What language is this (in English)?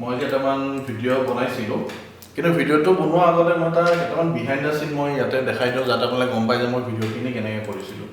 Assamese